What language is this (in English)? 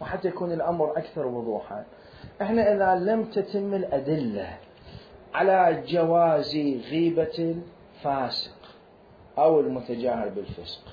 Mesopotamian Arabic